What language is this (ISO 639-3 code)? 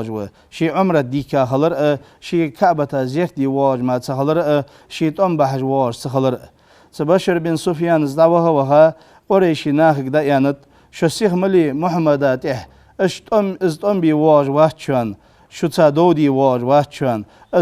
inh